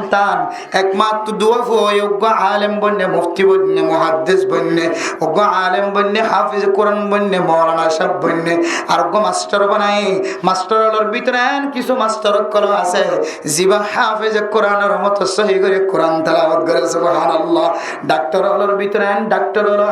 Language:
Rohingya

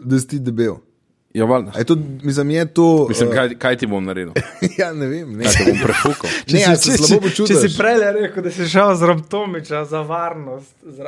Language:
Slovenian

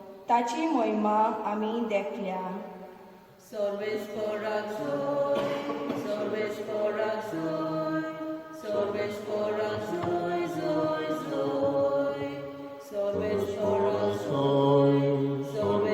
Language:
Konkani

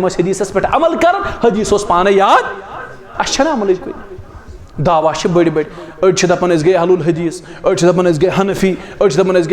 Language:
Kashmiri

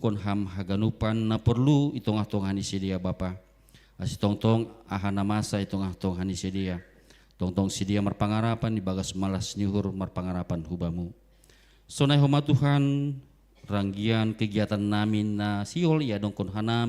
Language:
Batak Simalungun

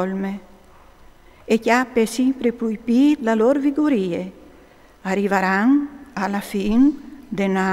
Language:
Friulian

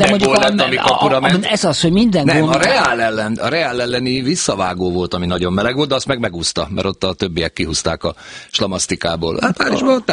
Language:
Hungarian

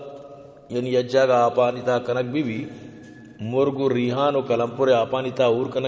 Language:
Baluchi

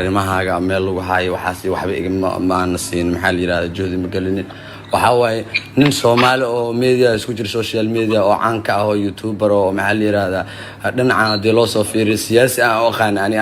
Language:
Somali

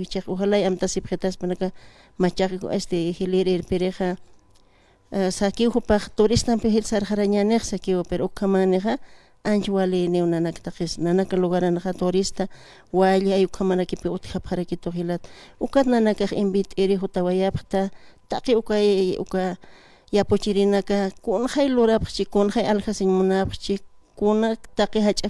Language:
Aymara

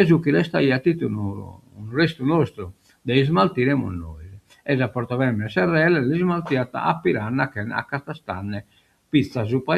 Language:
Sardinian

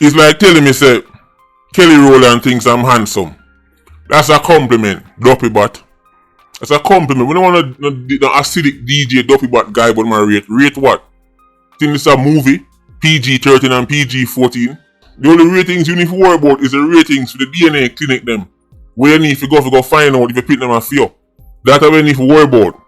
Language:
Jamaican Creole English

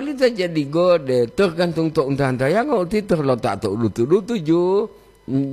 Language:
Gorontalo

